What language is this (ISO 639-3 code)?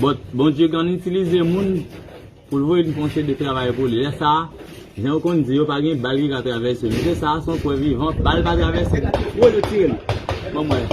hat